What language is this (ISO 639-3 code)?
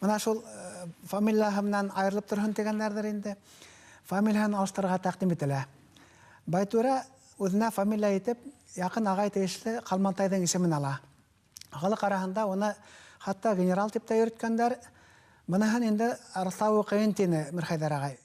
bak